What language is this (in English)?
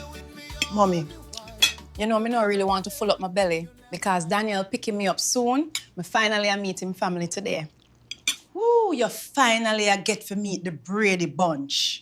Jamaican Creole English